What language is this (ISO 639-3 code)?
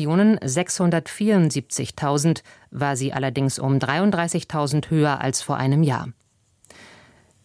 deu